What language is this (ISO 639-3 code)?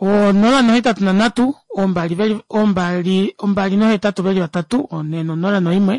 kua